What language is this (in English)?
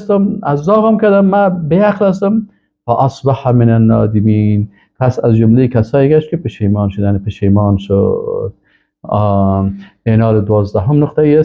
Persian